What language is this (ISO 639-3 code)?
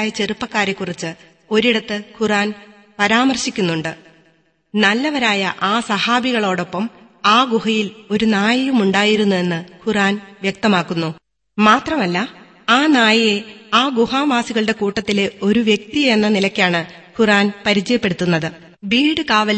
mal